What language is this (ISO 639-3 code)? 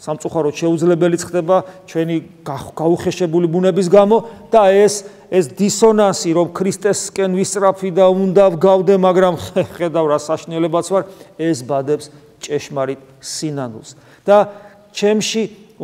kat